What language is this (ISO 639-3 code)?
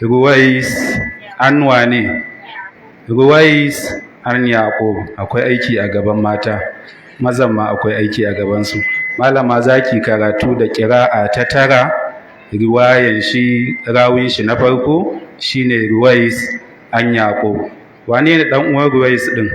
hau